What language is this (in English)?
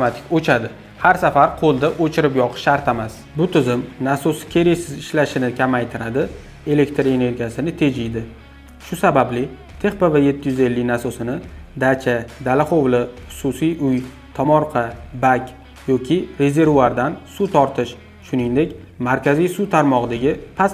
Uzbek